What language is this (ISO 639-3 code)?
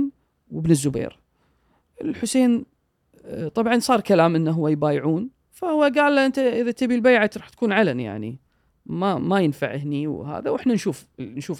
afb